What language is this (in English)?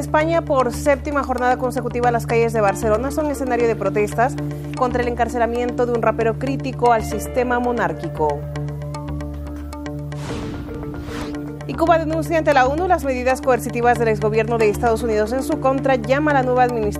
Spanish